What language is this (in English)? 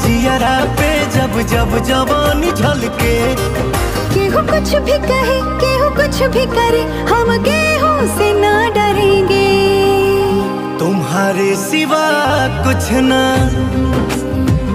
Bhojpuri